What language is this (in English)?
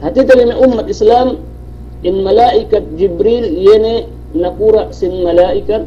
Yakan